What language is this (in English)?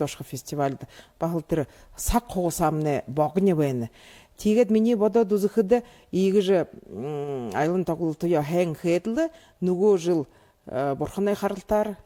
Buriat